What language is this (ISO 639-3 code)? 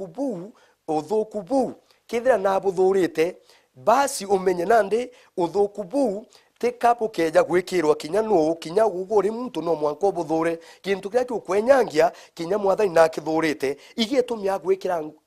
mer